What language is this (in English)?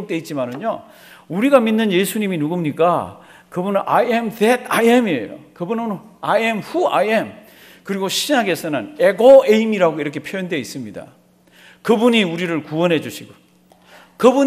Korean